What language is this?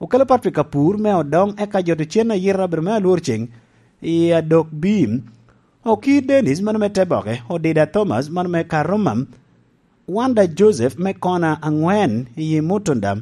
Lango (Uganda)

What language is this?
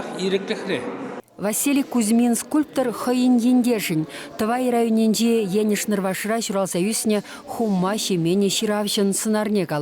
Chuvash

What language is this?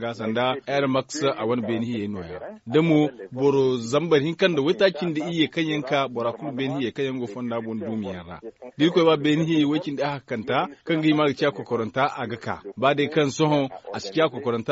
Zarma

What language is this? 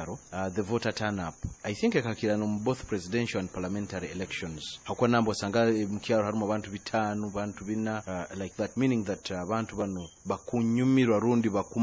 Nyoro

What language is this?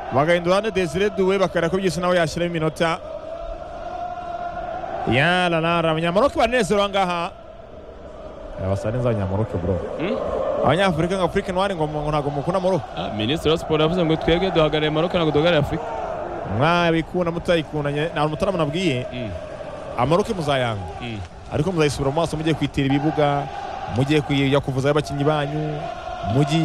Kinyarwanda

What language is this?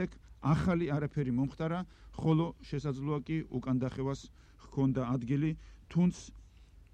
Georgian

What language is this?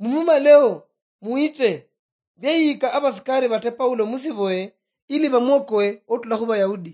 Luyia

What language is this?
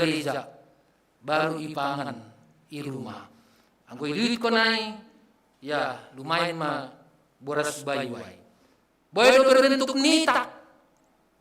Batak Simalungun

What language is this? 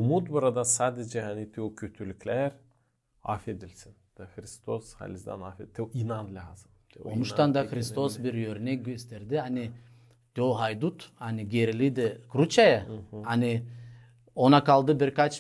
Gagauz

